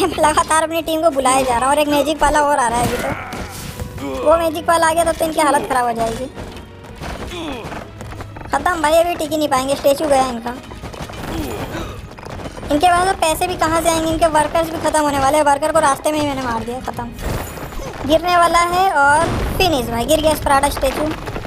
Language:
Hindi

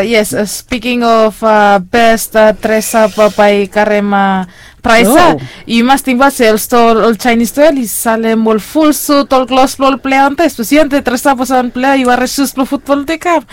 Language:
Bislama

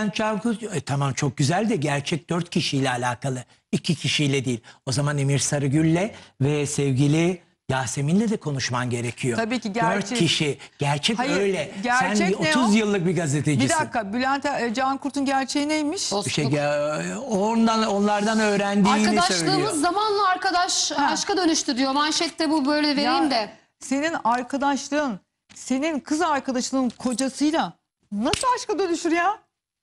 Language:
Turkish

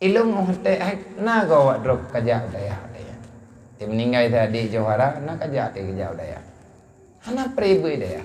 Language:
Achinese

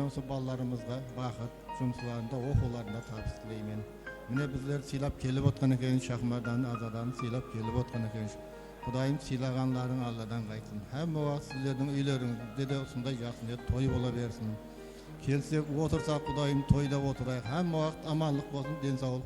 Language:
Kara-Kalpak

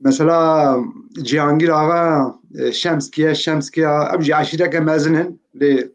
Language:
Kurdish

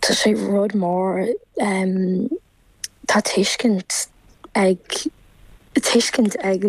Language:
Irish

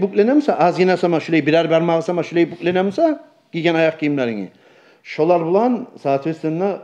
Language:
Kumyk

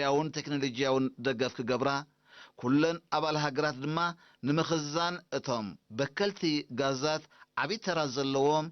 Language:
Tigrinya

